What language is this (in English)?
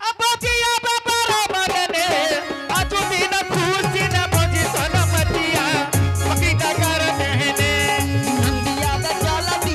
Angika